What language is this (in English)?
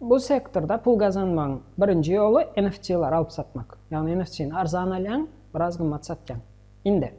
Turkmen